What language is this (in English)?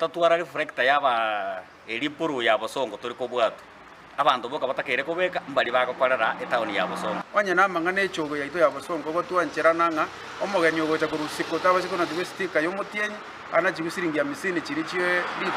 Gusii